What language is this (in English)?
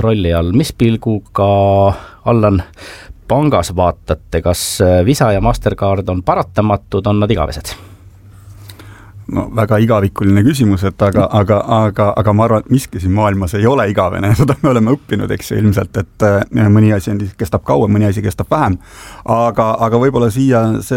Estonian